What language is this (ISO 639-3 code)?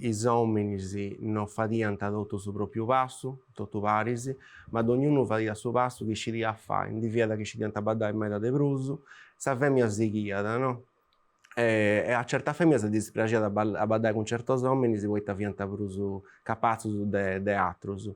srd